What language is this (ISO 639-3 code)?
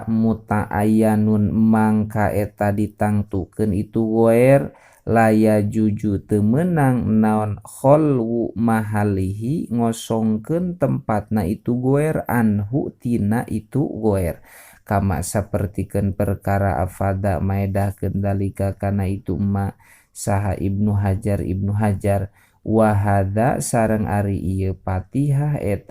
sun